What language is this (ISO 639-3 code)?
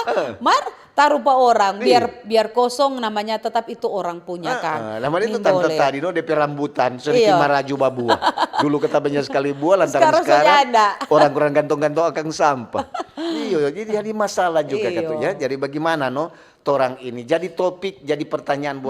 xmm